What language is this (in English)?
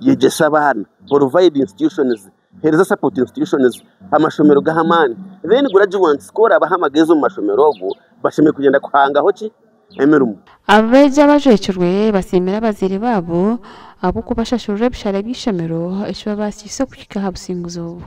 Nyankole